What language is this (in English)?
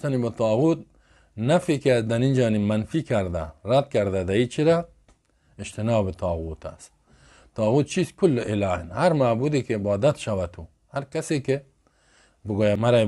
Persian